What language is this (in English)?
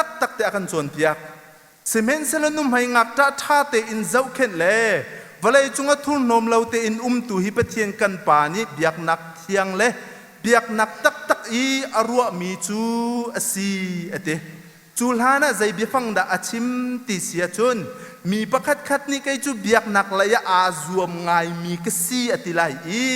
Hakha Chin